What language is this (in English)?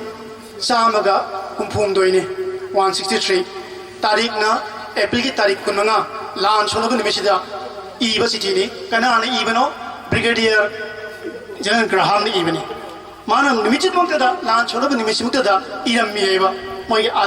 Manipuri